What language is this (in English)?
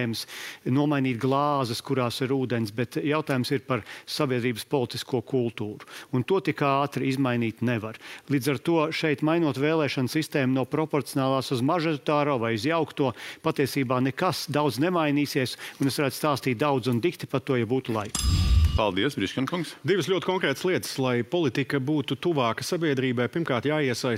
Latvian